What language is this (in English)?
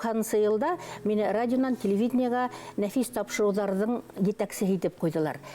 Bashkir